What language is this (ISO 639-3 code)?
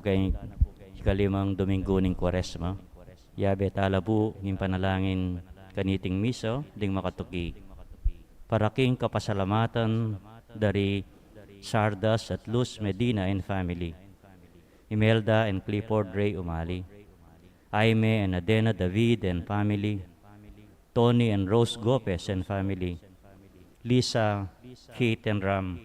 pam